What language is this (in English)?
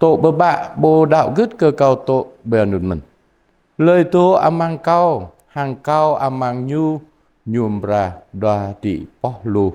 Jarai